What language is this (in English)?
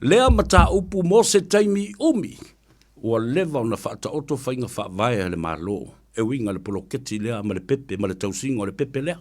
Samoan